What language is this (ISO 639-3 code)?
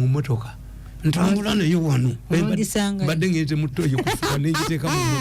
lug